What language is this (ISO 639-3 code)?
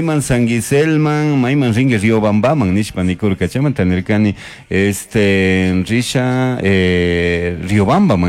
qug